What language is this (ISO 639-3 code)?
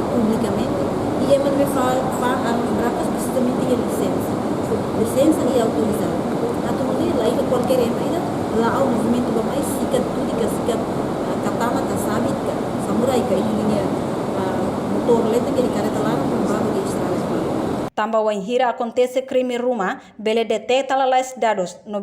tet